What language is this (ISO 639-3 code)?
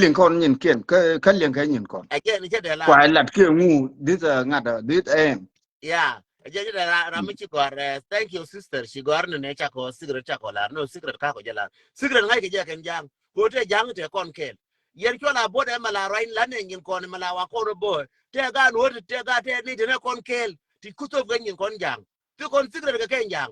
nus